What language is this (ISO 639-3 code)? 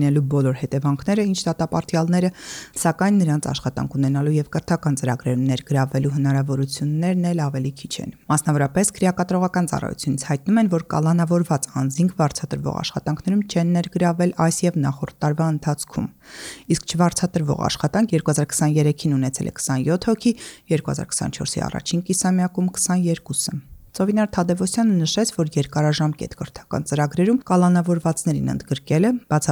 hye